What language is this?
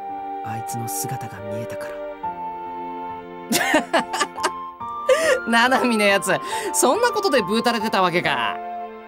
Japanese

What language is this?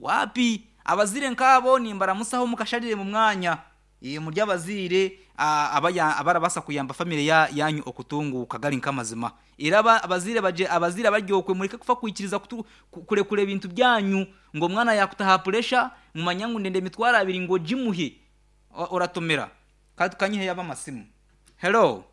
Nyankole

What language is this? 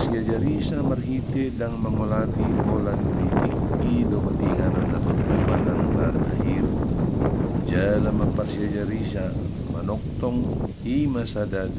Batak Toba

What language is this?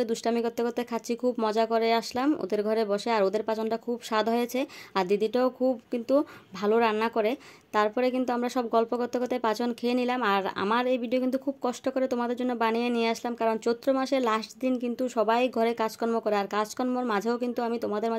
Bangla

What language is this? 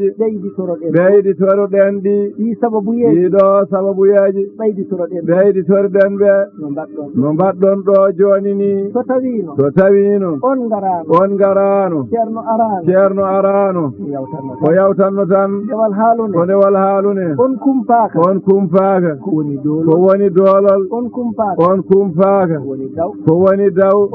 Fula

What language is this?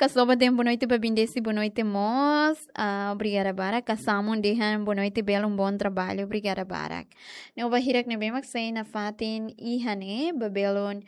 Tetum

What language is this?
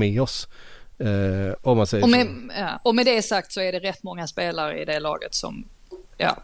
Swedish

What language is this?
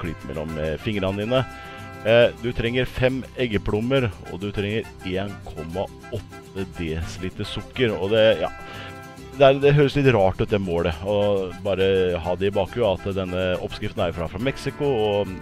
Norwegian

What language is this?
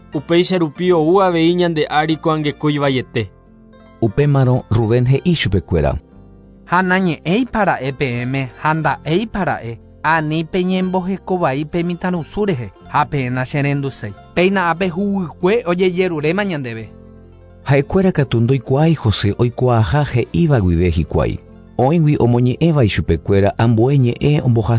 Guarani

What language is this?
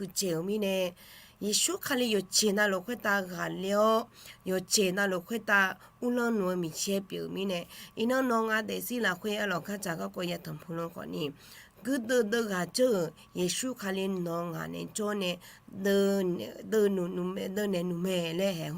Akha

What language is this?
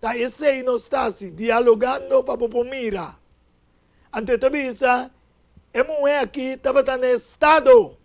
Papiamento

